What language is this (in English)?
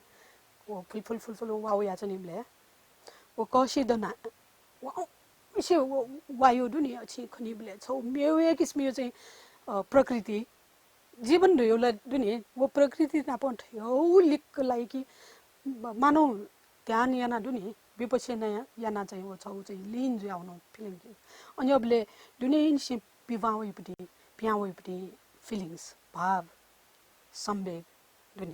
Newari